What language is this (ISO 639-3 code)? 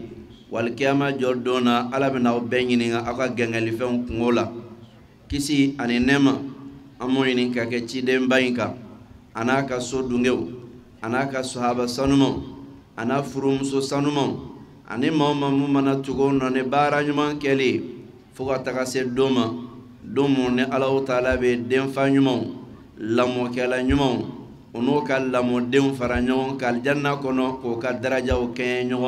bam